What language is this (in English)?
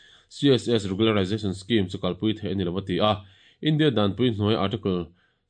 Mizo